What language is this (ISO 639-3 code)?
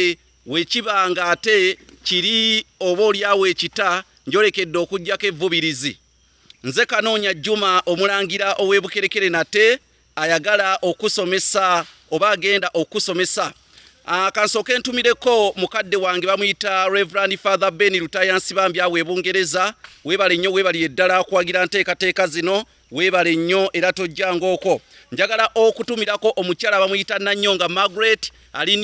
lug